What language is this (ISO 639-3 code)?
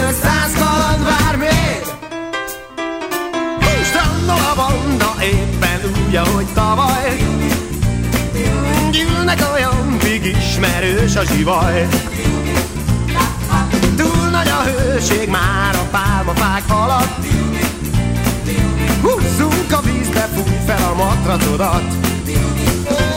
hun